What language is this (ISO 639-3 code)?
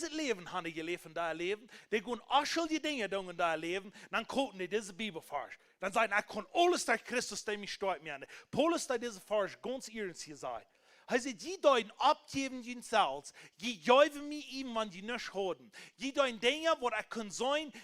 pdt